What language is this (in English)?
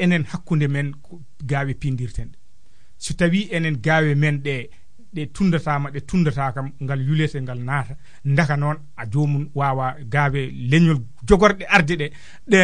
Fula